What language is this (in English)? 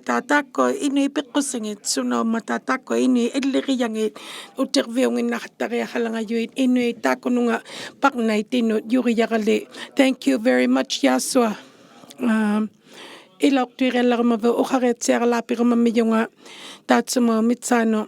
Inuktitut